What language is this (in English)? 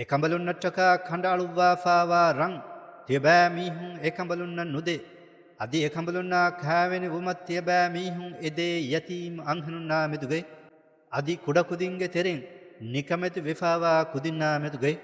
Divehi